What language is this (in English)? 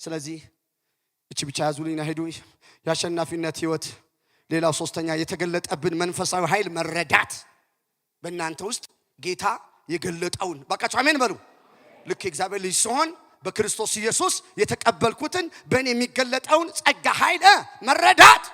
Amharic